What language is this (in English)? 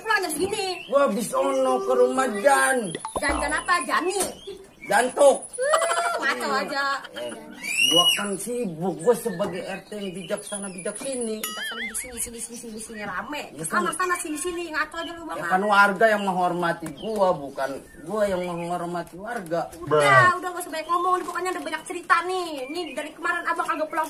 Betawi